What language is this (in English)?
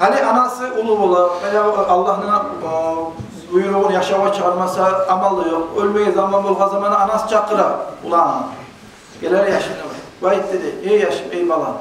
Kumyk